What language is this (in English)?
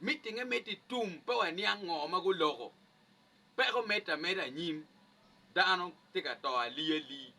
Acoli